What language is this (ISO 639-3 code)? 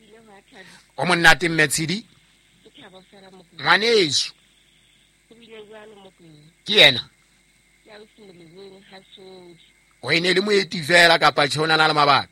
sot